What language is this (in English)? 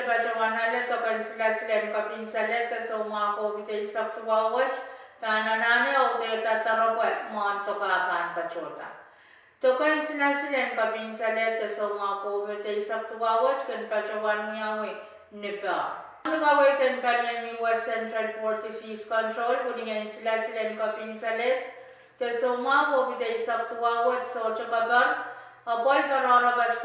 Pohnpeian